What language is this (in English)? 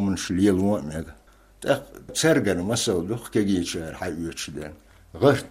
Chechen